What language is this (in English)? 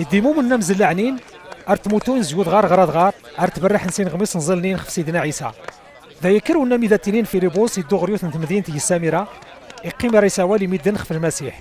Kabyle